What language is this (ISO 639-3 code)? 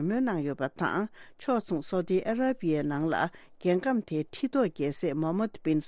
bod